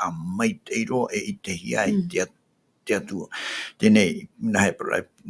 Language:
Tahitian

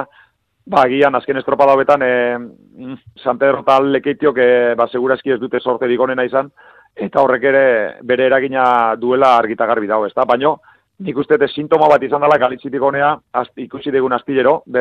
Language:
Basque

